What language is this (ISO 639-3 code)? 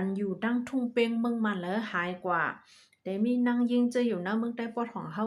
shn